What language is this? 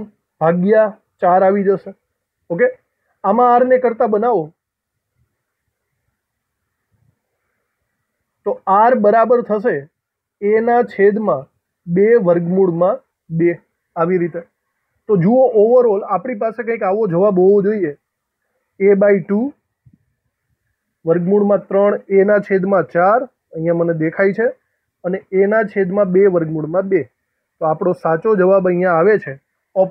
Gujarati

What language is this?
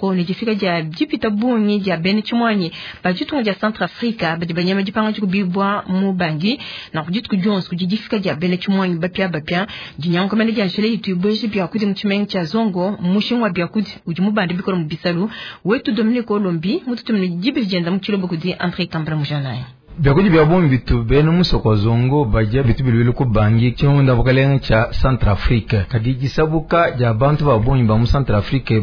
Luba-Lulua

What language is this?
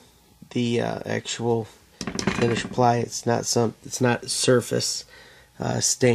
English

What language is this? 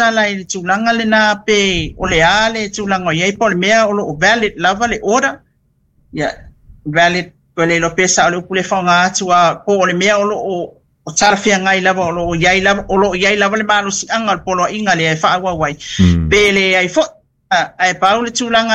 Samoan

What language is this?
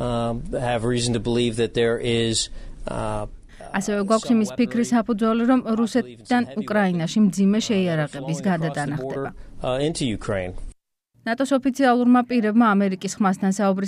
Georgian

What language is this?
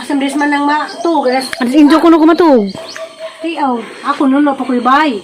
Cebuano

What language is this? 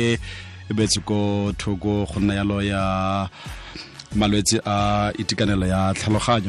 Tswana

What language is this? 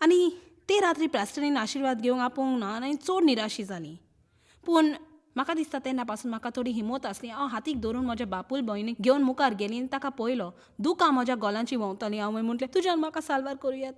Konkani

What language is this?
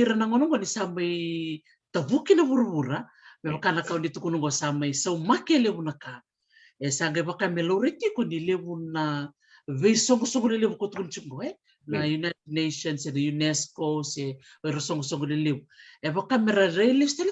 Fijian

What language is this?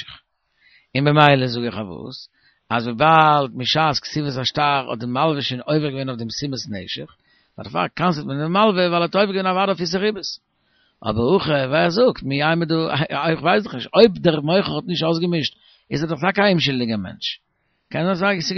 Yiddish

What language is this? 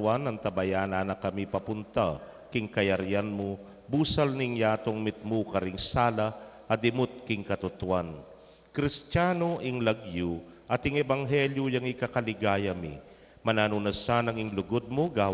Pampanga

